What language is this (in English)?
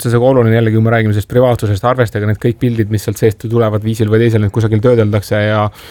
Estonian